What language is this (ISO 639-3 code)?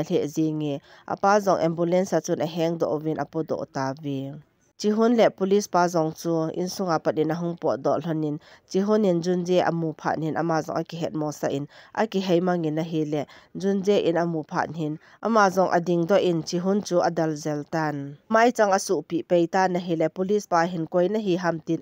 tcz